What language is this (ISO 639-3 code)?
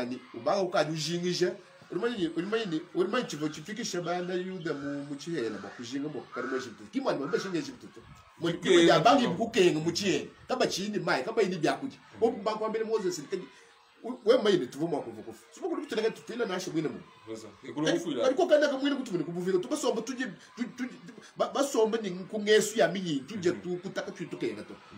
lua